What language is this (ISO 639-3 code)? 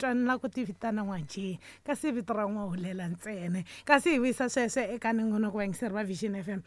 tso